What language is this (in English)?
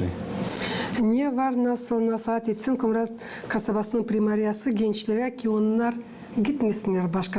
Gagauz